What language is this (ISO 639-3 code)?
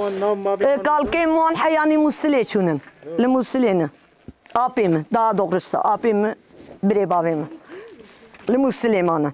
kur